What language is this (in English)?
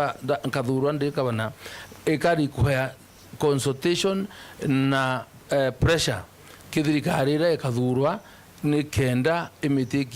Meru